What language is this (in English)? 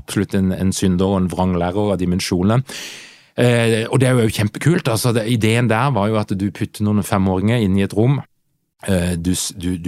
Norwegian